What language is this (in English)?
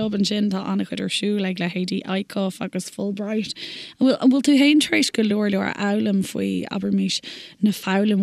Irish